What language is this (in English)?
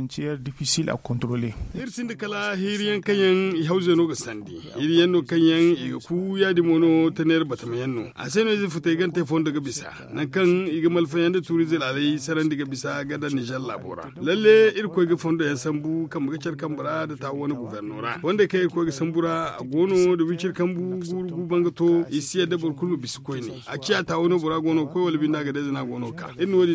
Zarma